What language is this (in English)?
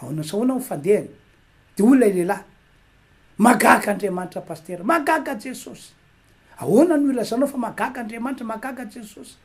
Malagasy